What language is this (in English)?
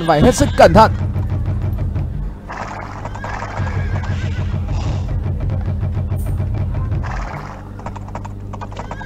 Vietnamese